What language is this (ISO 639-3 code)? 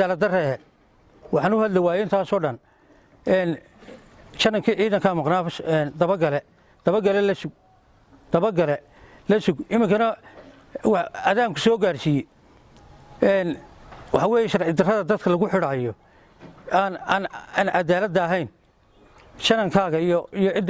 som